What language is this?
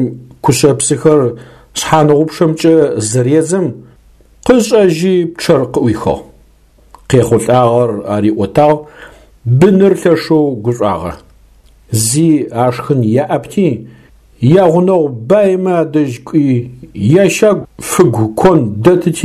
Adyghe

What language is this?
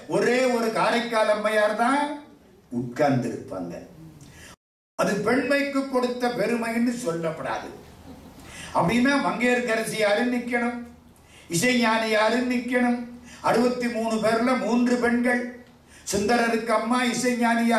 Tamil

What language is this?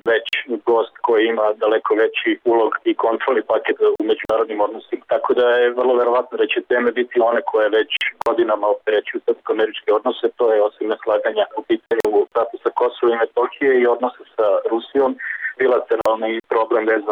Serbian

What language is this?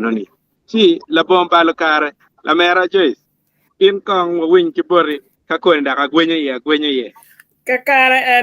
Acoli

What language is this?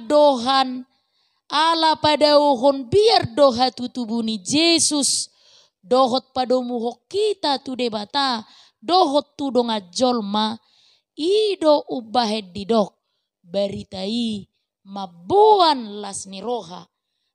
Batak Toba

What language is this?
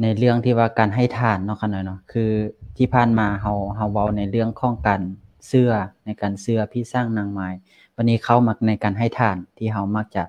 Lao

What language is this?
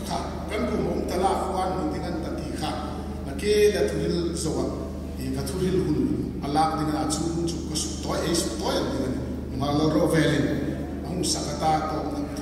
Hmar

